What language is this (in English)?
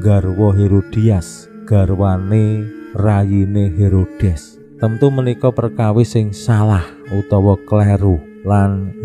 Javanese